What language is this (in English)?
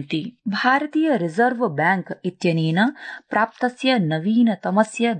Sanskrit